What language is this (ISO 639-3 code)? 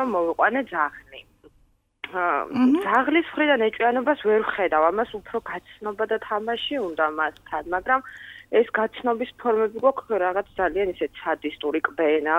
kat